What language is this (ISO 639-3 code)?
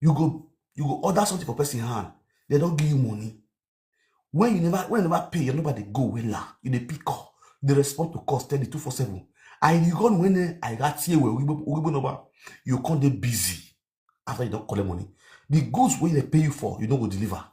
pcm